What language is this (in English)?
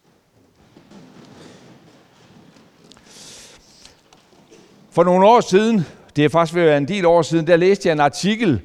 Danish